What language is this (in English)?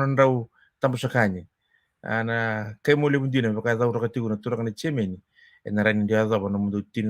Fijian